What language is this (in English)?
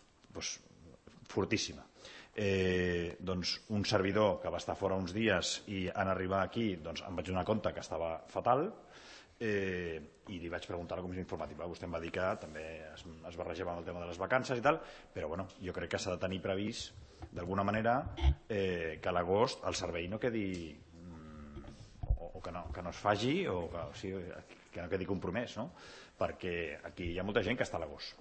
Catalan